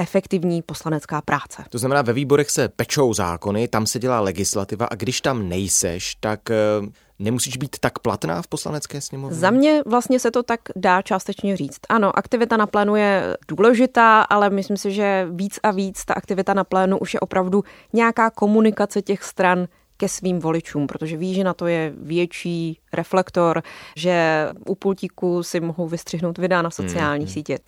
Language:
Czech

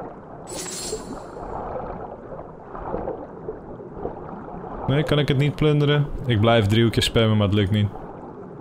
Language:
Dutch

